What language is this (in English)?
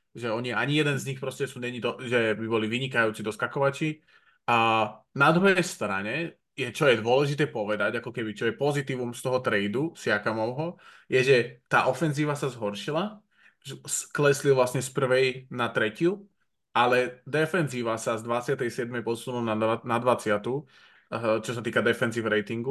Slovak